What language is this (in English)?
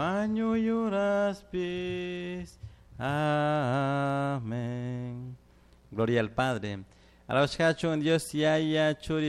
Chimborazo Highland Quichua